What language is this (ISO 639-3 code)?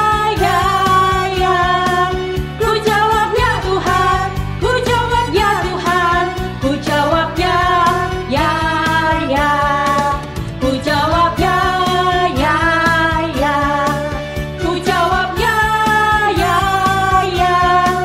ind